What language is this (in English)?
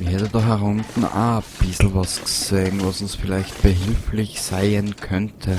Bavarian